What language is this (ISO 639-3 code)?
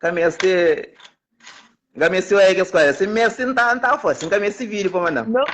kea